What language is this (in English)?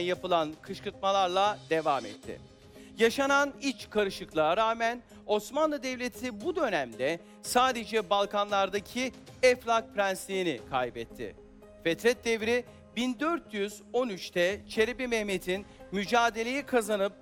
Turkish